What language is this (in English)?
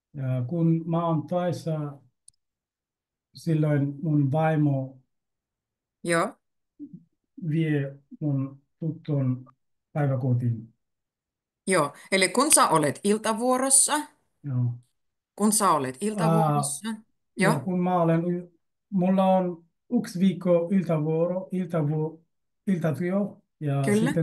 Finnish